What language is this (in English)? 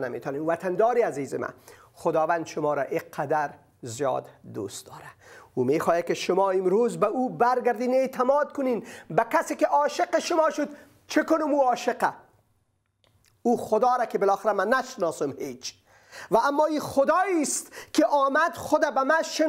Persian